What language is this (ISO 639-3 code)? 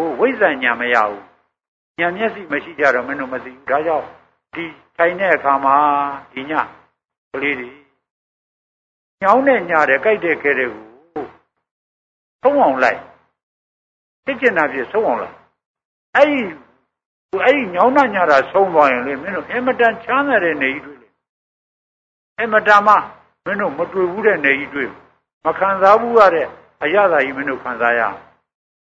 mya